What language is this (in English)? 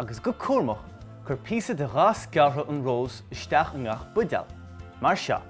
Irish